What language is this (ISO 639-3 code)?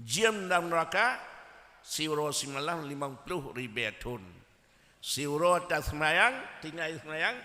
ace